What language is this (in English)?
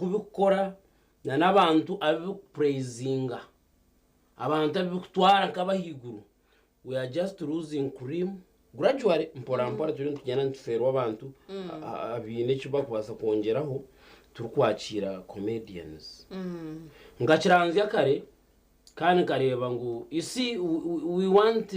Nyankole